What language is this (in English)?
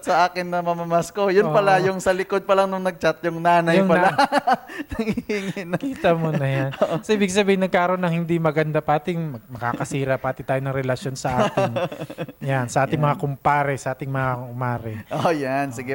Filipino